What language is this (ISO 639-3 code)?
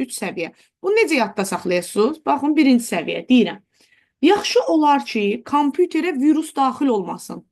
aze